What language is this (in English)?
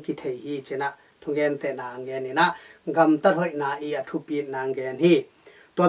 Tedim Chin